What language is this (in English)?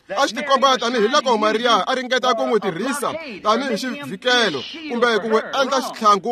Tsonga